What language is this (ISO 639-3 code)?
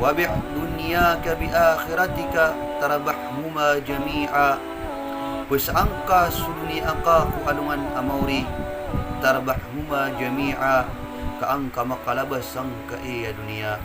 mrw